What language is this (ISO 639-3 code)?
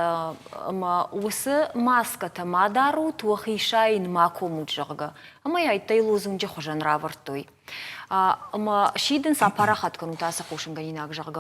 oss